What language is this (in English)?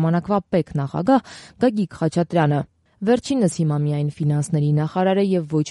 Armenian